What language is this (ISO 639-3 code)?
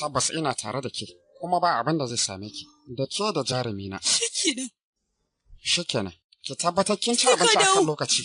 hau